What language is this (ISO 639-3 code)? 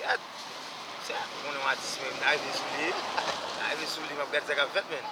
hat